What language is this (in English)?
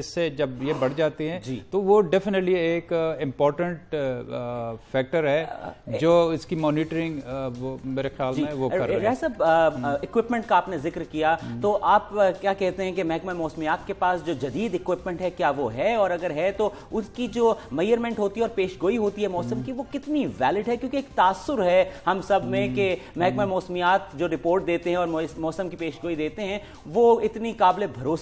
Urdu